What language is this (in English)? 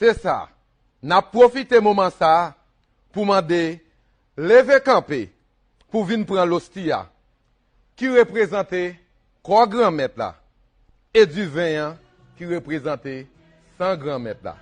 Haitian Creole